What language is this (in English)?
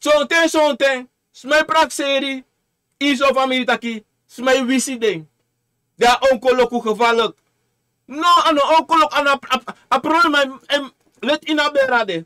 Sranan Tongo